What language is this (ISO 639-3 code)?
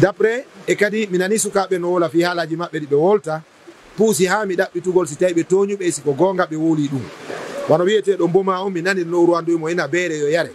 ful